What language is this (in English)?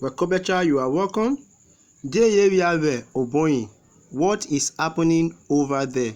Urhobo